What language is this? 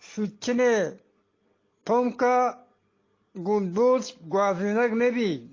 Eastern Balochi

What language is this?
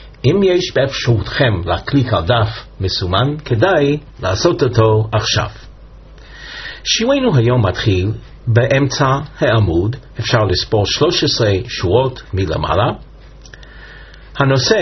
Hebrew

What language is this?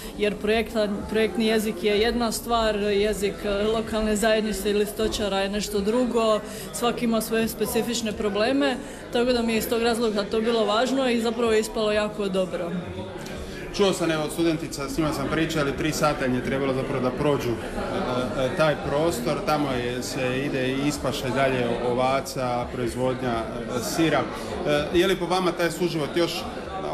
Croatian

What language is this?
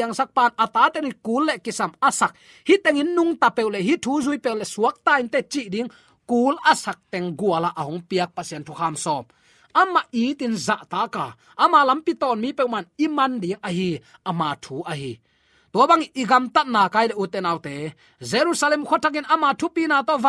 Tedim Chin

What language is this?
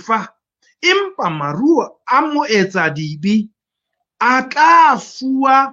Southern Sotho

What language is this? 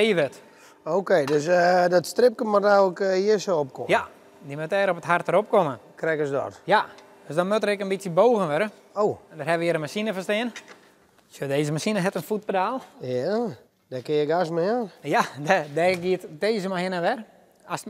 Western Frisian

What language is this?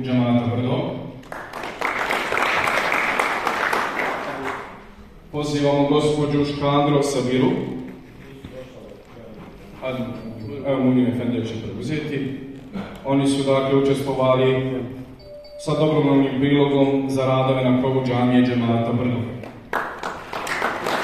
Bosnian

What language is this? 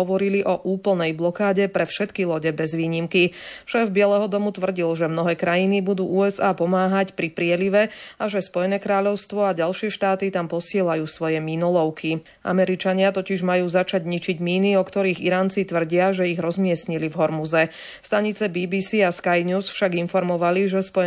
Slovak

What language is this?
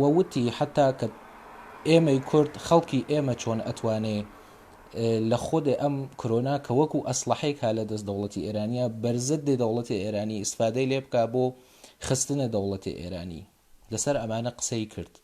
Central Kurdish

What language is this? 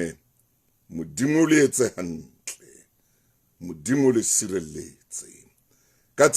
Southern Sotho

